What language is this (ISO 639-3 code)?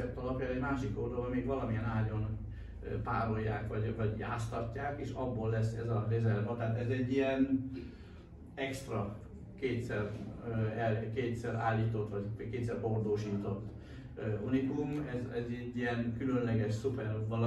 hun